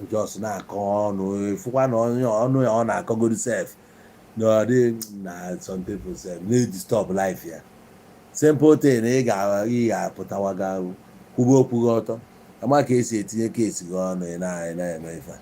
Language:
Igbo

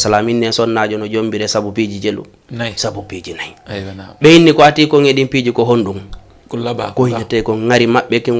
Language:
Fula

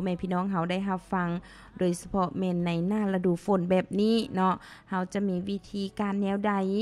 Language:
Lao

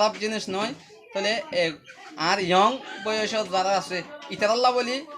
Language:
Rohingya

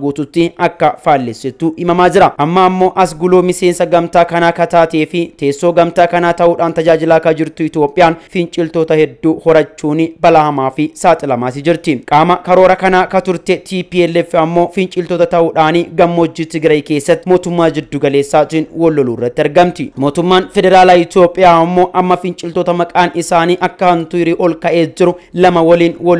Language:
Oromo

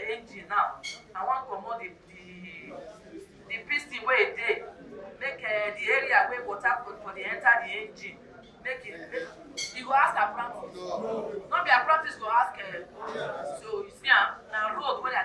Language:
Nigerian Pidgin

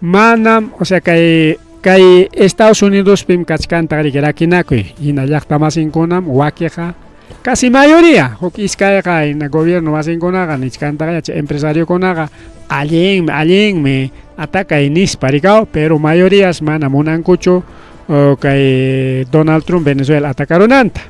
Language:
Ayacucho Quechua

